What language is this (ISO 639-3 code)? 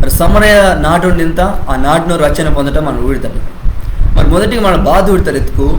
kff